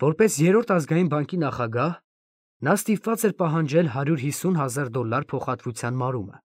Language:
Armenian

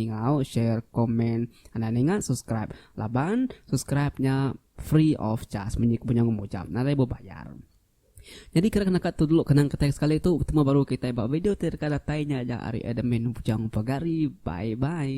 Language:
Iban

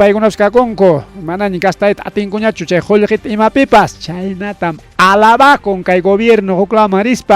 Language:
Ayacucho Quechua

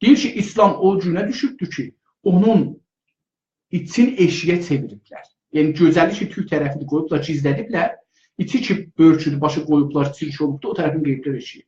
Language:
South Azerbaijani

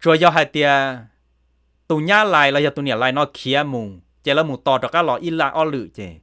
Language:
Hmong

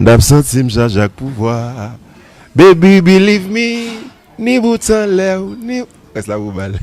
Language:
Haitian Creole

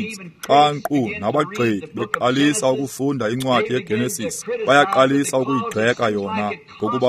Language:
Xhosa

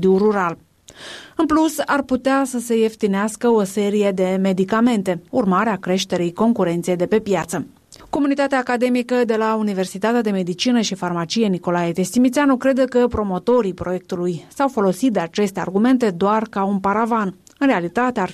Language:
Romanian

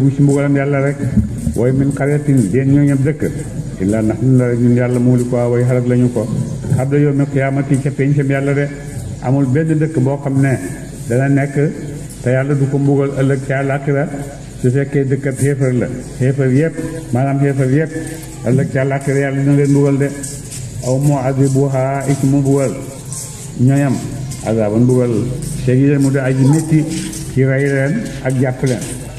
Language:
Wolof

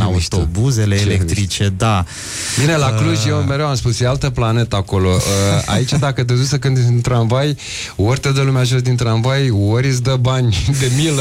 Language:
Romanian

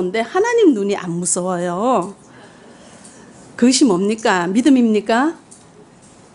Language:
Korean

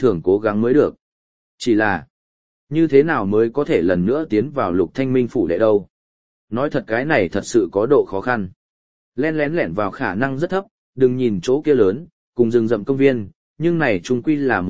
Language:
Vietnamese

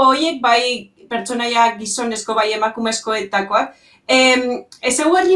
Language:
Basque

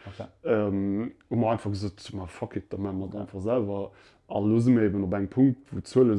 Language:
Luxembourgish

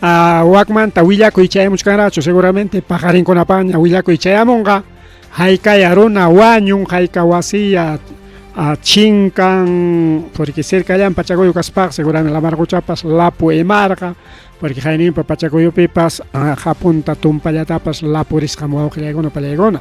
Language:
Ayacucho Quechua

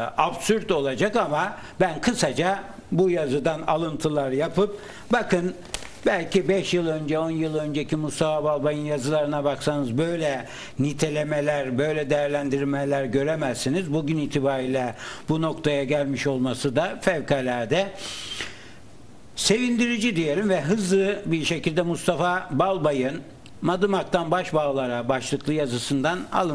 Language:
Turkish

